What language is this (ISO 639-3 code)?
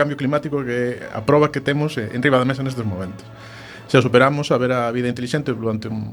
glg